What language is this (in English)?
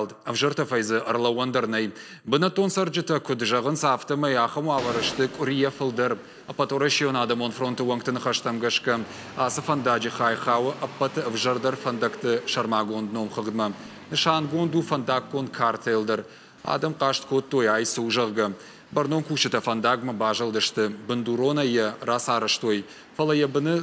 Ossetic